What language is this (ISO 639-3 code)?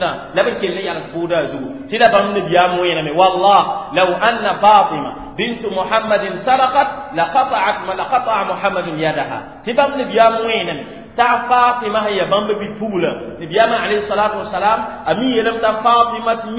mos